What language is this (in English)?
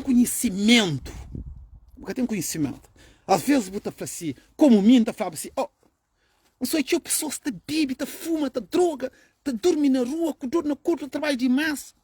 Kabuverdianu